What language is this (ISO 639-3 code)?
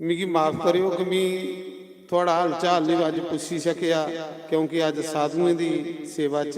doi